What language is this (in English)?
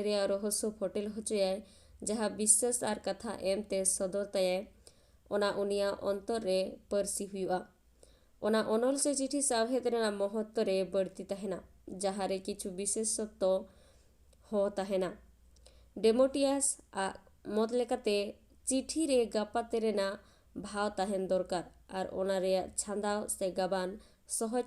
Santali